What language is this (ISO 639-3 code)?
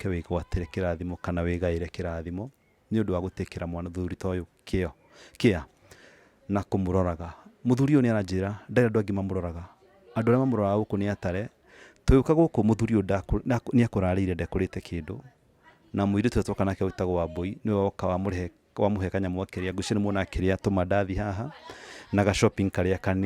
kik